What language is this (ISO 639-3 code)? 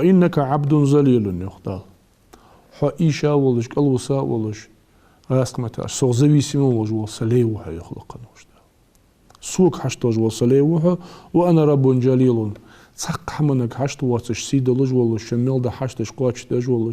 inh